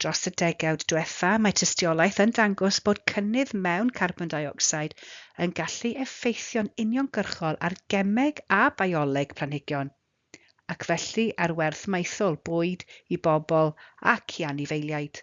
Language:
Welsh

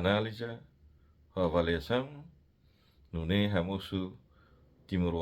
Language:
Tetum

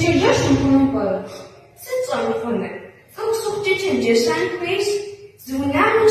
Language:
Kabardian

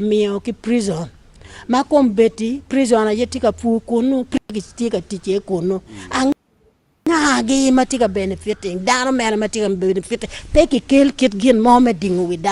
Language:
Acoli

